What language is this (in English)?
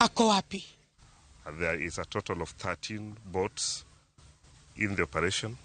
Luo (Kenya and Tanzania)